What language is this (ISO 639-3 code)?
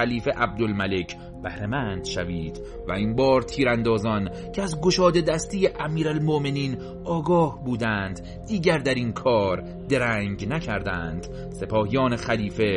fas